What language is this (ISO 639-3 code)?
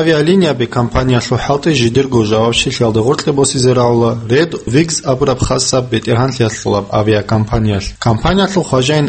ava